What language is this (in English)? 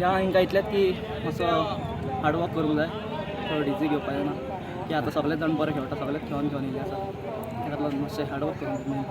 Konkani